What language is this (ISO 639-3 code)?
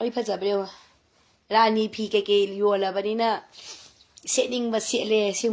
mni